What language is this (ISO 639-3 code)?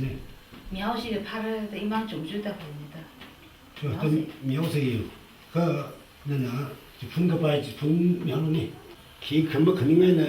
nmf